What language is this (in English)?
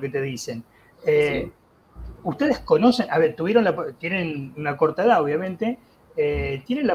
Spanish